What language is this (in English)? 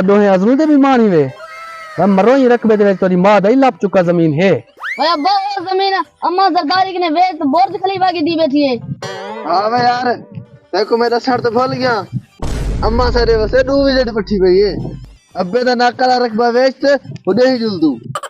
Saraiki